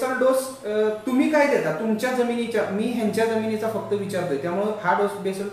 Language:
Marathi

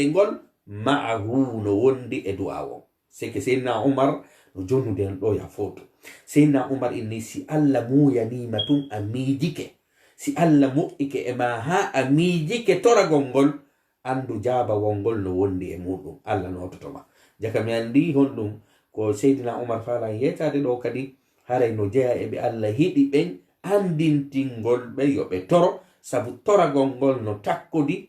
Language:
Fula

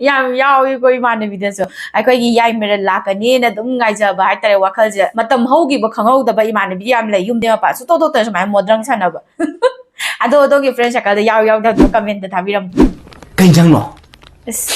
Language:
Manipuri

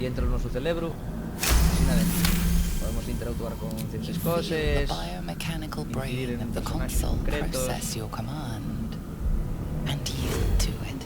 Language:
Asturian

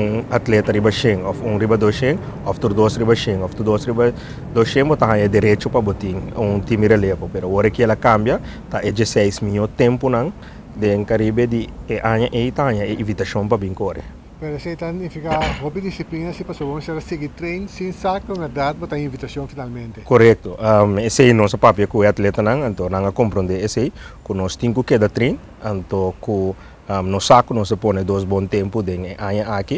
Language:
Papiamento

